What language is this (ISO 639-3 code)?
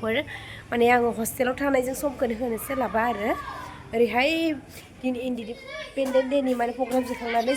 brx